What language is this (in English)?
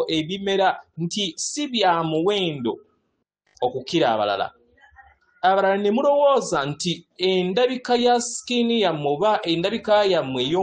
Ganda